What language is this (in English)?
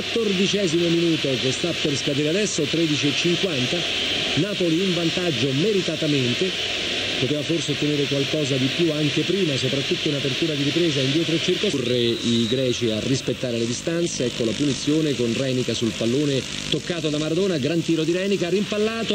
Italian